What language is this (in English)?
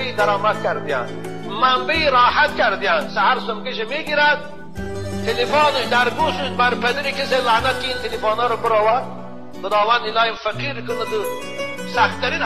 Tajik